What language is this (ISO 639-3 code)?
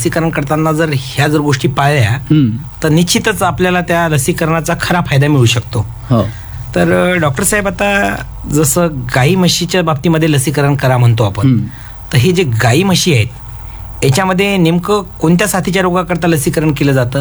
mar